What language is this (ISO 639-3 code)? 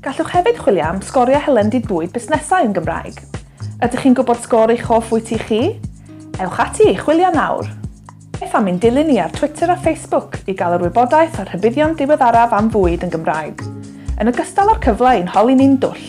cym